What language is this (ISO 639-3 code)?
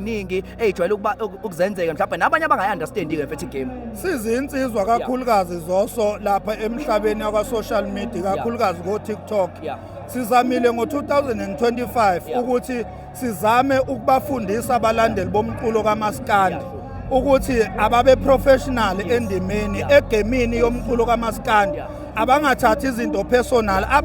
zul